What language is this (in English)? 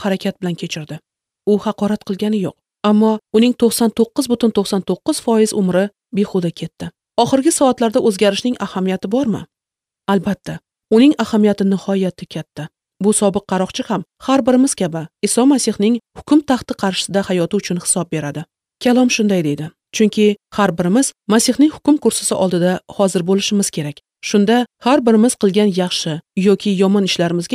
Uzbek